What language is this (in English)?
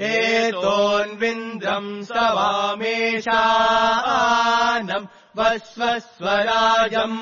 Sanskrit